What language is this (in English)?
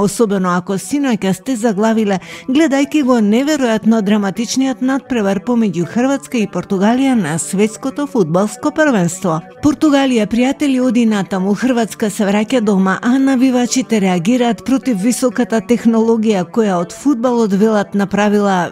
Macedonian